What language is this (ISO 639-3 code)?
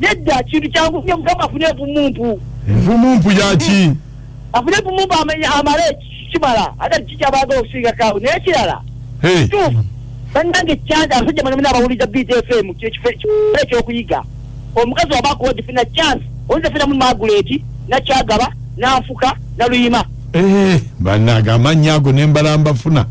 lug